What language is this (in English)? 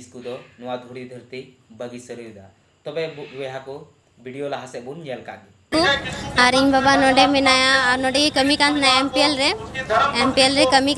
Santali